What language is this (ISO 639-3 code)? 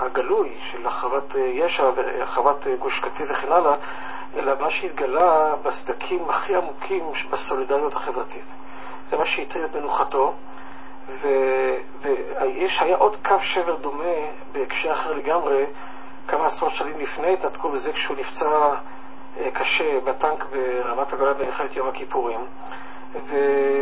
heb